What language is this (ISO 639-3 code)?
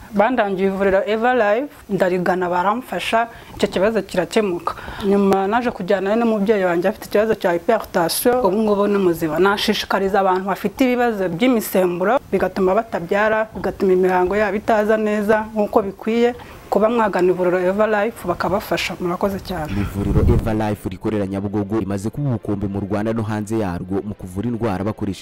kin